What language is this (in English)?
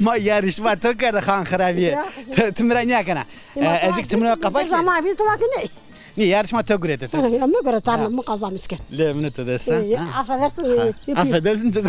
Zaza